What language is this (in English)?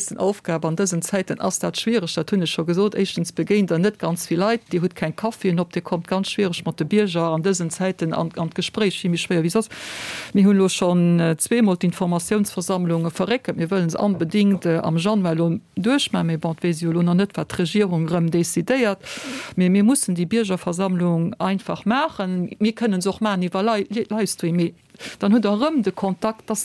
Luxembourgish